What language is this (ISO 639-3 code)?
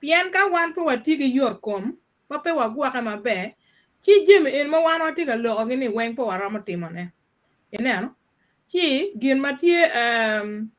ach